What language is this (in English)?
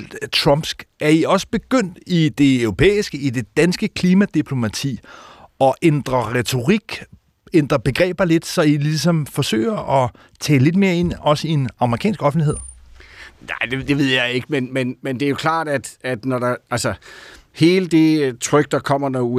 Danish